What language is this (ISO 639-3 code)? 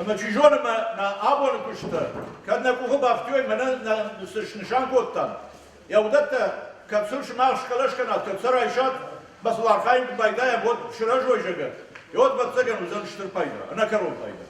oss